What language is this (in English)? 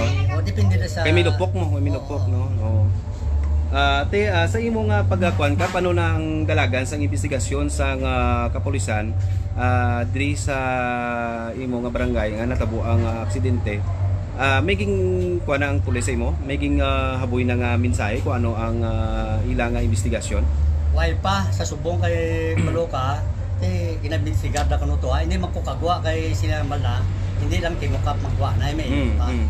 Hiligaynon